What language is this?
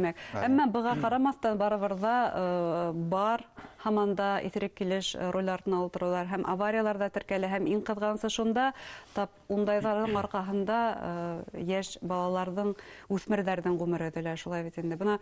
Bashkir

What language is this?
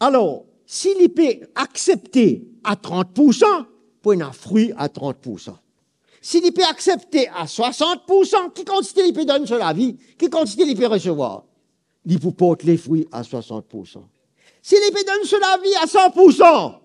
Morisyen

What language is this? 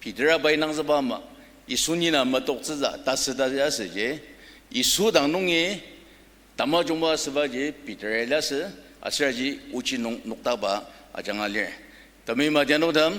Ao Naga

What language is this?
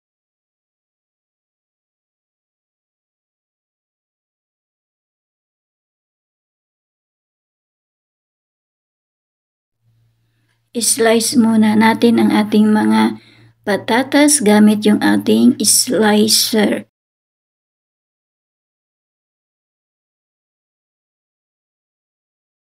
Filipino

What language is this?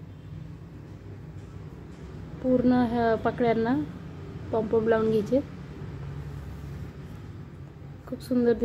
Marathi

